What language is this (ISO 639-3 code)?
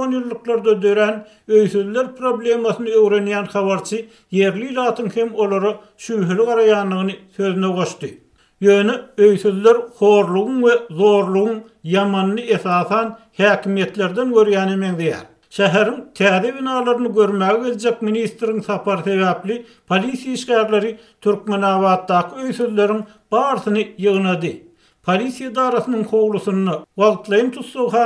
tuk